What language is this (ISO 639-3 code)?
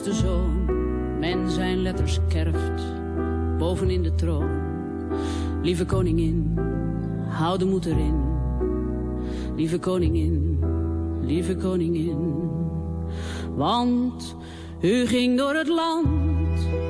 nld